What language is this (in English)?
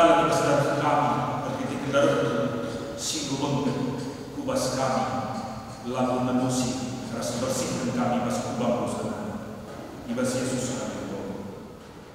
Batak Karo